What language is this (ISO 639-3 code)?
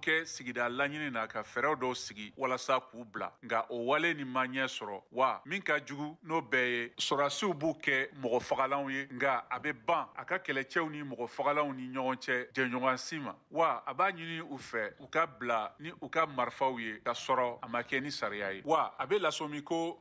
bam